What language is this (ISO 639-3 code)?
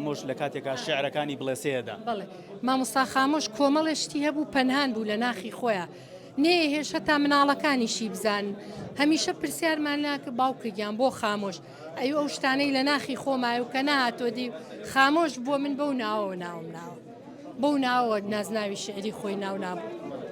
ckb